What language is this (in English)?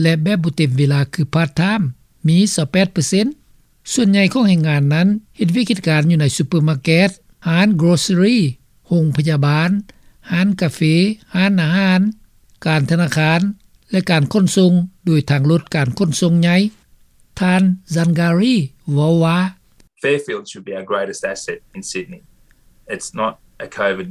Lao